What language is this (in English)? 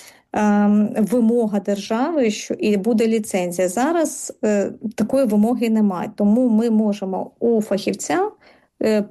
Ukrainian